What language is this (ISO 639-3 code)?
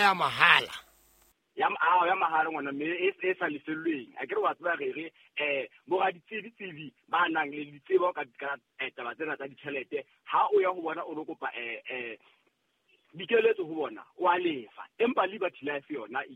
sot